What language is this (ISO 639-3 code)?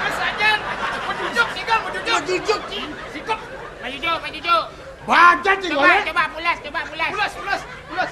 ban